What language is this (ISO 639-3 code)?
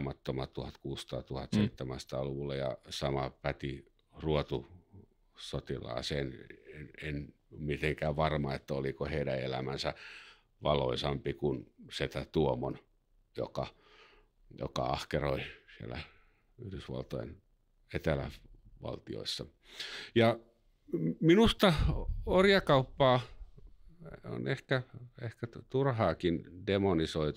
fin